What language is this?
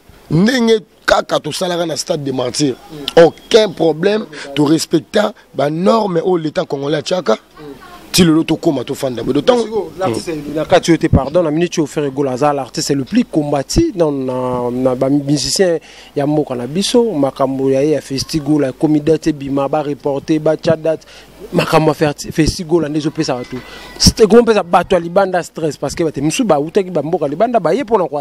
Lingala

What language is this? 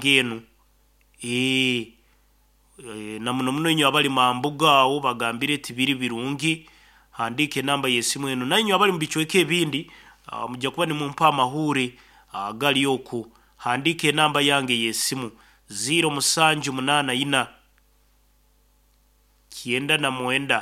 Nyoro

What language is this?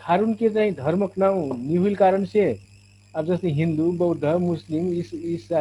Dangaura Tharu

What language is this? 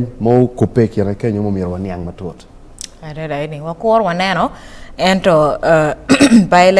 Acoli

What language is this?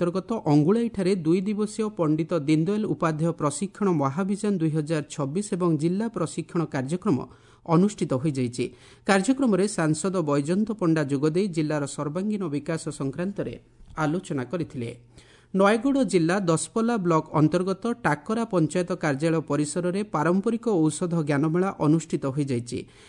Odia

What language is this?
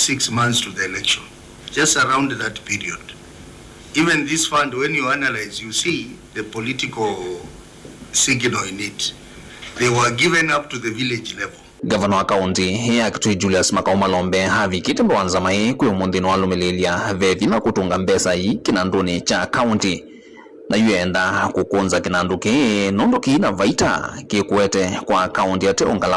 Kamba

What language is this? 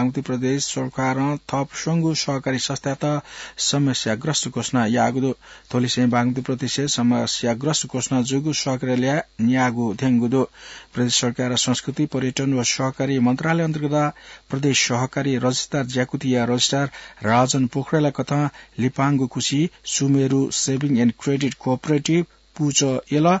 Newari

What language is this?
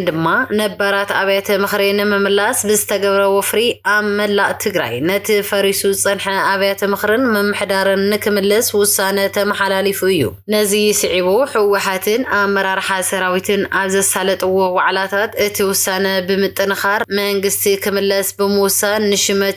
Tigrinya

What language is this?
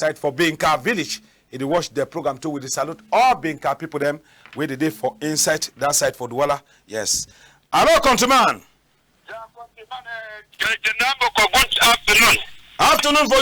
Cameroon Pidgin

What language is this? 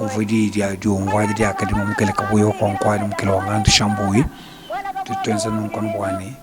Luba-Lulua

